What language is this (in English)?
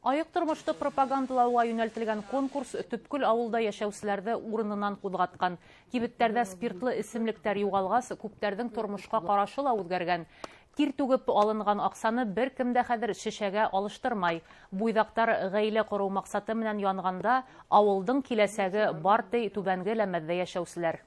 Bashkir